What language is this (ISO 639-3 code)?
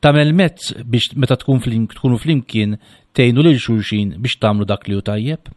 mlt